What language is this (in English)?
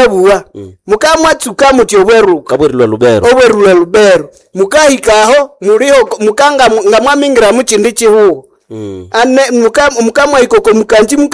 Nande